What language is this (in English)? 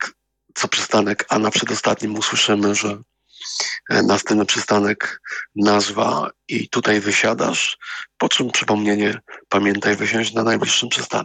Polish